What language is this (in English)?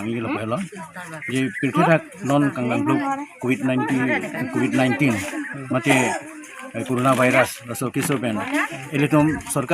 Karbi